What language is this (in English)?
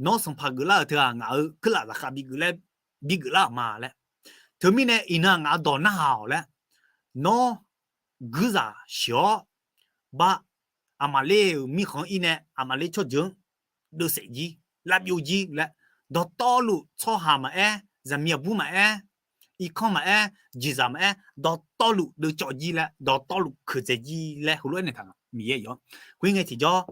Akha